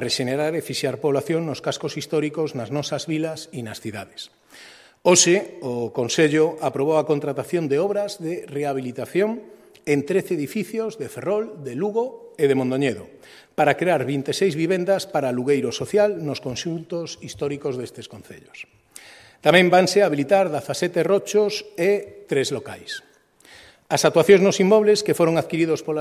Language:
Galician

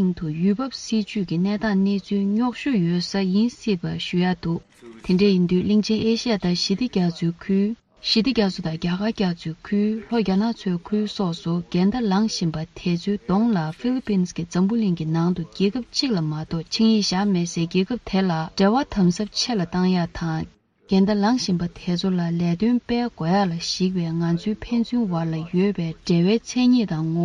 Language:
Tibetan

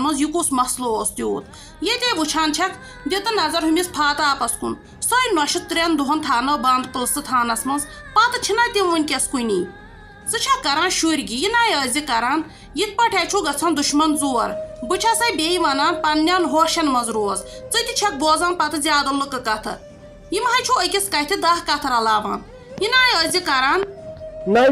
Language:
Kashmiri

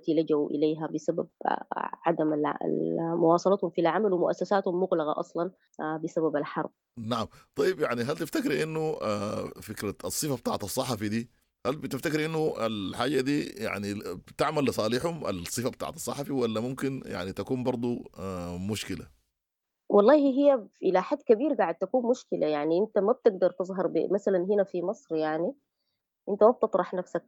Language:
Sudanese Arabic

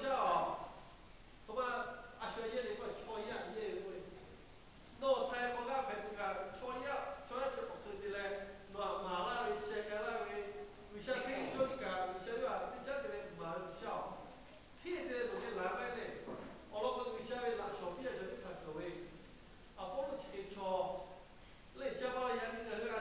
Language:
Lahu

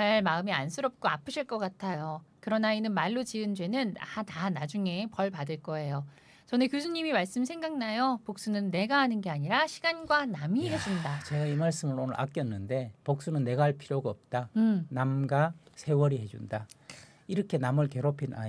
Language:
Korean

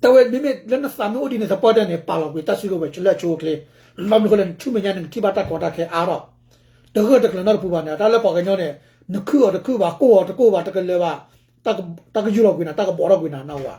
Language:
S'gaw Karen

